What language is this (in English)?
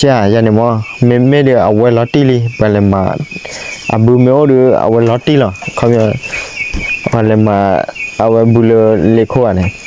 S'gaw Karen